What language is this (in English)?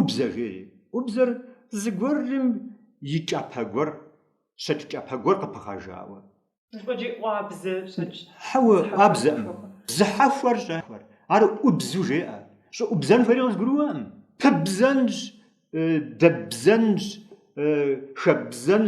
Kabardian